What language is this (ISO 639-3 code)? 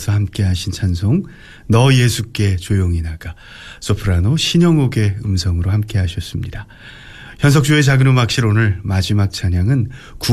kor